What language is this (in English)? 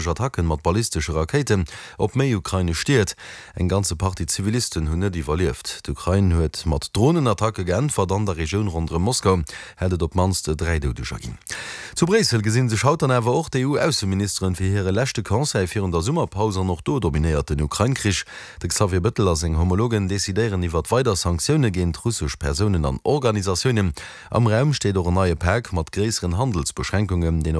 Luxembourgish